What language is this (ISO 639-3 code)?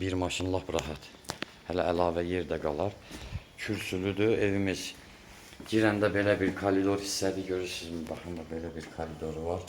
aze